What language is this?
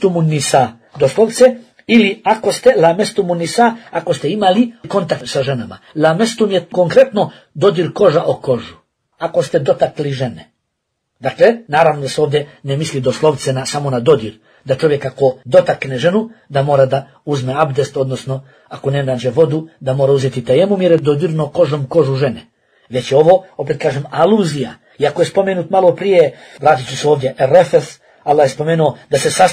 Bosnian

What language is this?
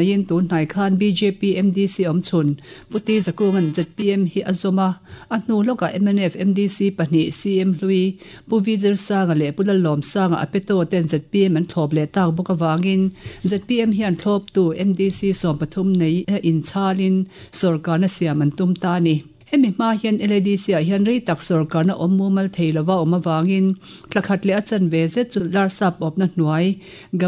Mizo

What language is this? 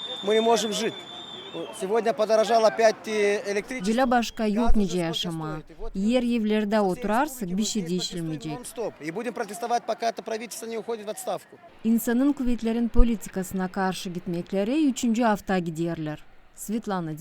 Gagauz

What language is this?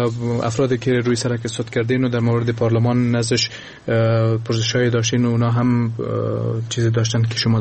Persian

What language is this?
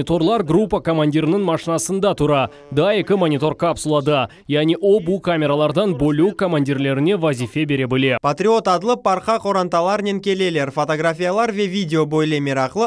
Crimean Tatar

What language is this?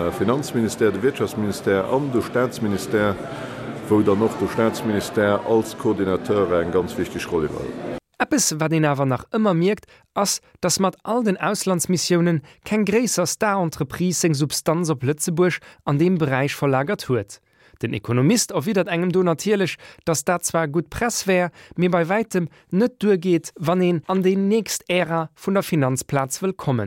Luxembourgish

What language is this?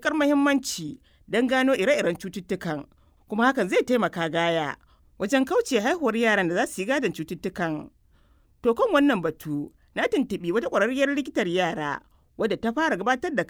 Hausa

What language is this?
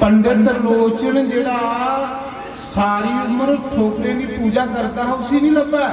Dogri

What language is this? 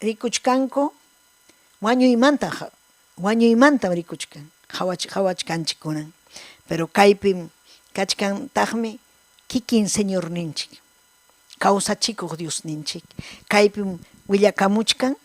Ayacucho Quechua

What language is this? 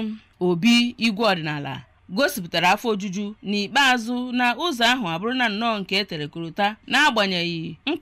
Igbo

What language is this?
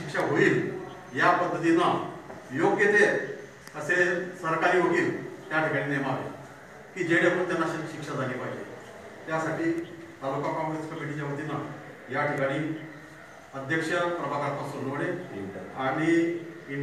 Marathi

